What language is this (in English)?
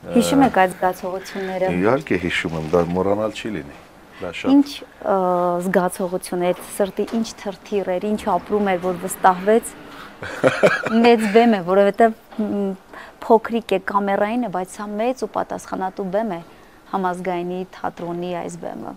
Armenian